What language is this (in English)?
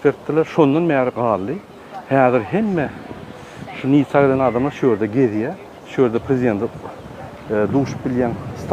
Turkmen